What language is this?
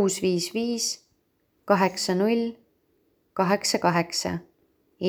Estonian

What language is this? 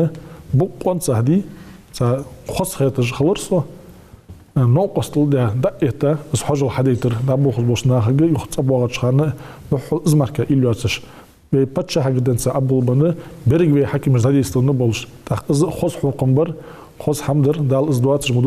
Ingush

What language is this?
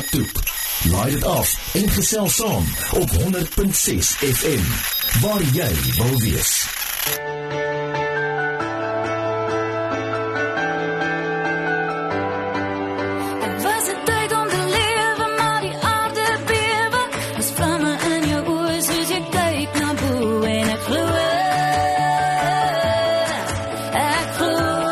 Afrikaans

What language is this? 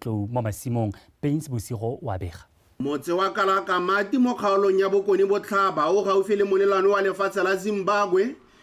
Tswana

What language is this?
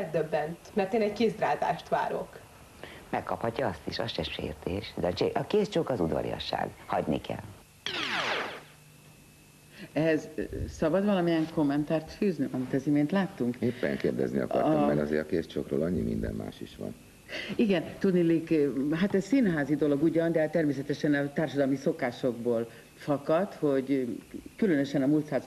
Hungarian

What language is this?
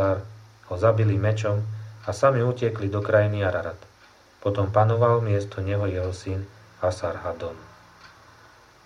Slovak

